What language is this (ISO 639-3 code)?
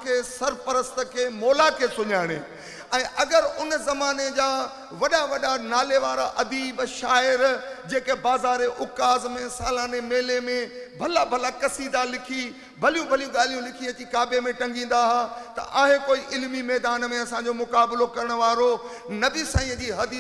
snd